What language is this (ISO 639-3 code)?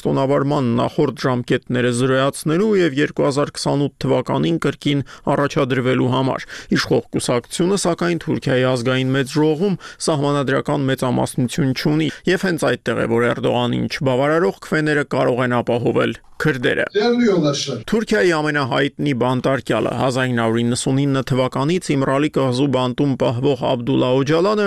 hye